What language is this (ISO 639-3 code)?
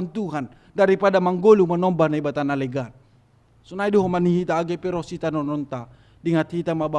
bts